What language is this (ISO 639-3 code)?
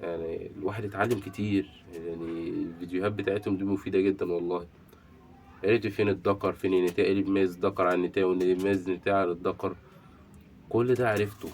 arz